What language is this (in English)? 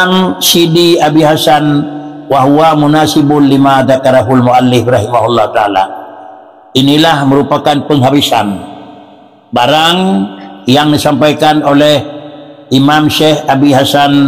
Achinese